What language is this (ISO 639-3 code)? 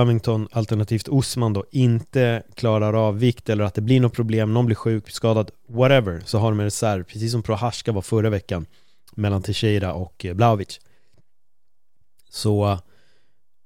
swe